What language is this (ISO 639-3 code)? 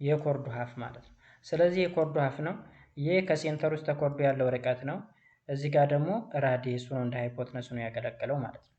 amh